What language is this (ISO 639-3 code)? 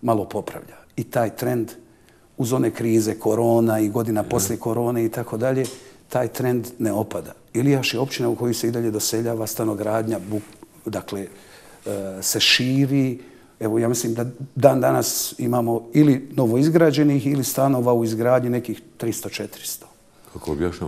bos